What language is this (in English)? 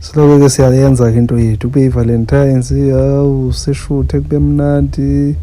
Zulu